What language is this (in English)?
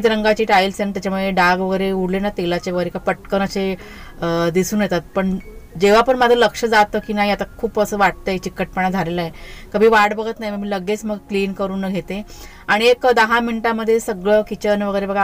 Marathi